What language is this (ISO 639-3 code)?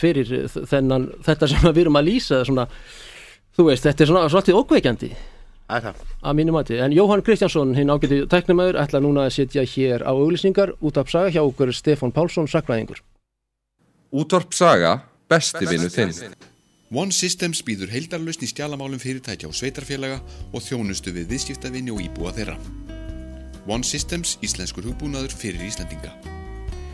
isl